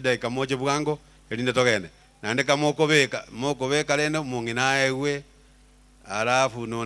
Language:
Gusii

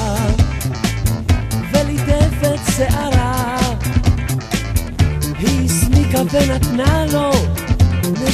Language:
Hebrew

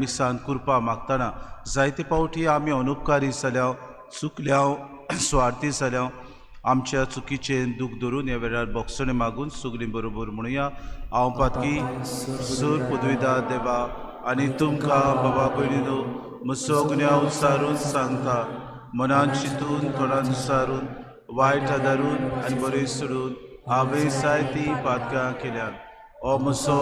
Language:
Konkani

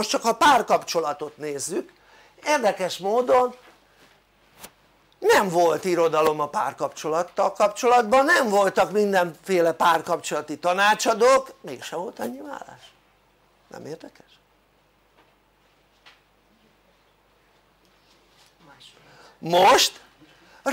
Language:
Hungarian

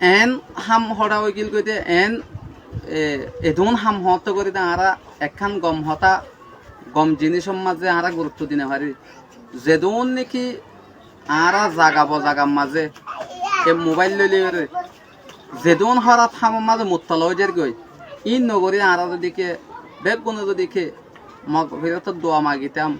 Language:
Rohingya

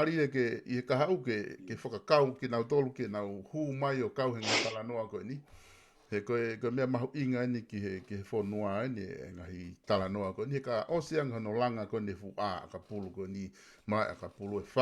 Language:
Tongan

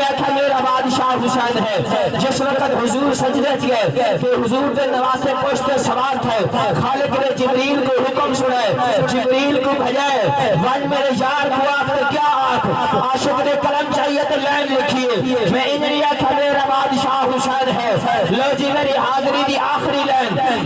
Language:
Saraiki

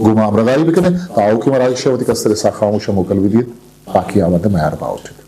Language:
Eastern Balochi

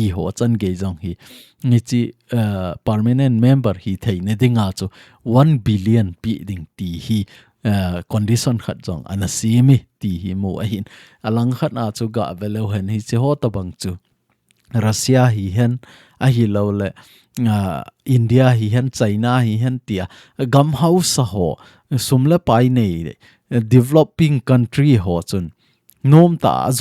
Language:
Thado Chin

